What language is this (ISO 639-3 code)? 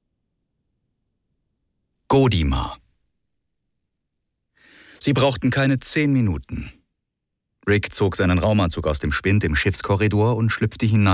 deu